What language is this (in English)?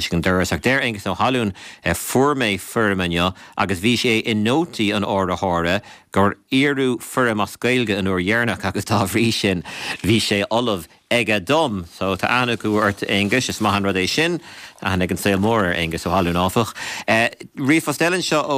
Irish